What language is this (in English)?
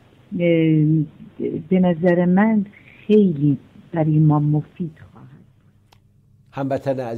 Persian